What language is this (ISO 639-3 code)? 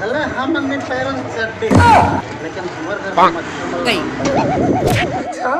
hne